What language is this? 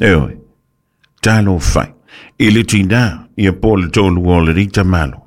Samoan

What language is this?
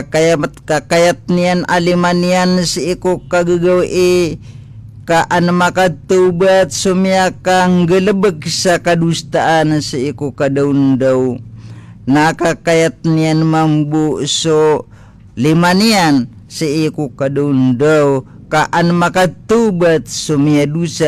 Maranao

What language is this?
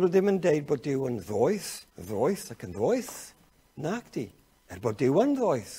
Welsh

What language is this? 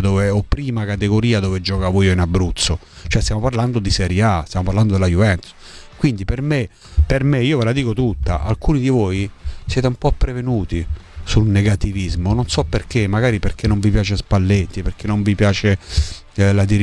Italian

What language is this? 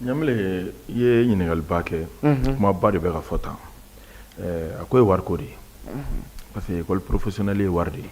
Bambara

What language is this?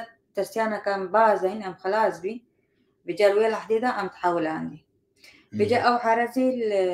Kurdish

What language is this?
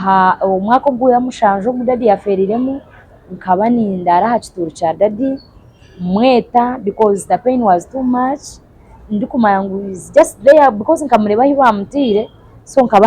Nyankole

